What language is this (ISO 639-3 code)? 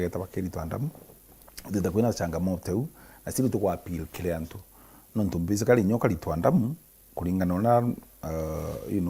mer